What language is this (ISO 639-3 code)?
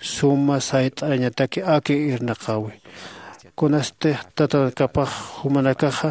aym